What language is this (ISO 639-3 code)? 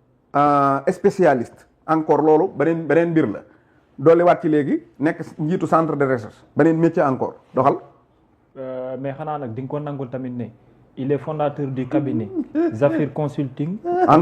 wol